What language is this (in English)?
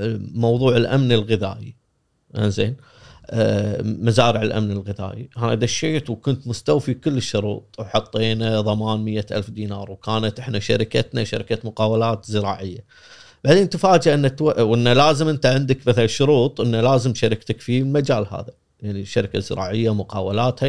Gulf Arabic